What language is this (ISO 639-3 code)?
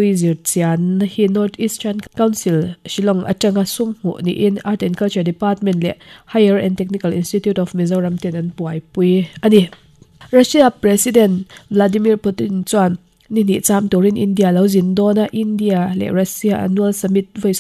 lus